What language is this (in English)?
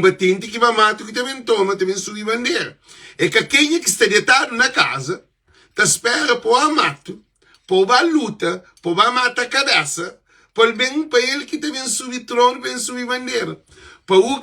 Kabuverdianu